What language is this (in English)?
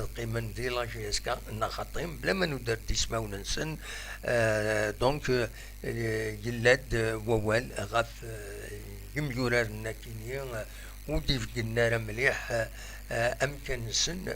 Kabyle